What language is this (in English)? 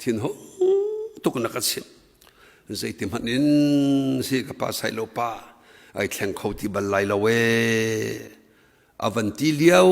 Hakha Chin